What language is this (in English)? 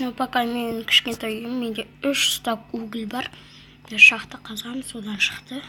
Kazakh